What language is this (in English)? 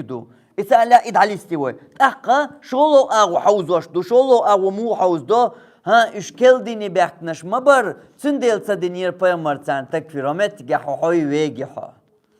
Chechen